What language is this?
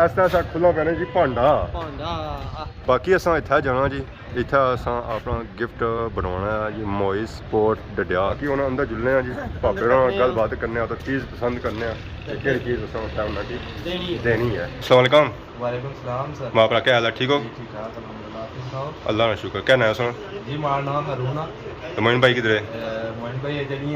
Pahari-Potwari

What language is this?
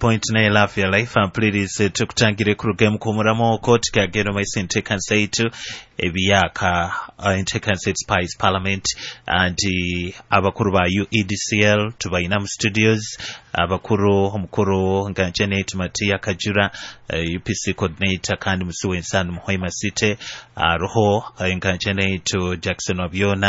Nyoro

